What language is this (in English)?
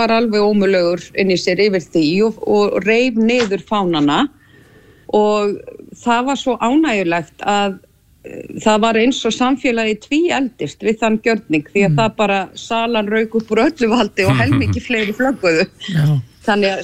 Icelandic